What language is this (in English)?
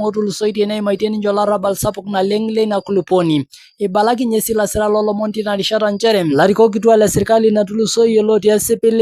Masai